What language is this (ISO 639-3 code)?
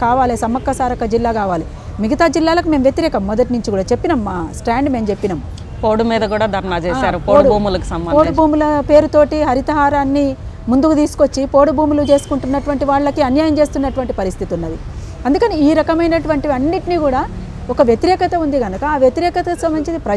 tel